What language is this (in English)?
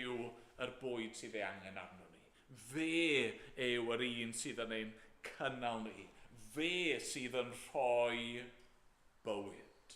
Welsh